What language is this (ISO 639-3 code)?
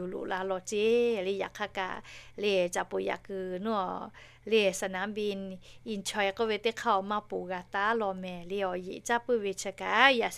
lhu